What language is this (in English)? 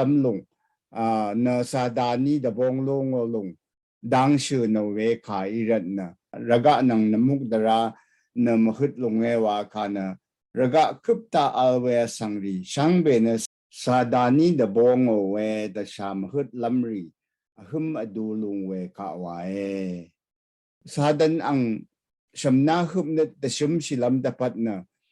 Rawang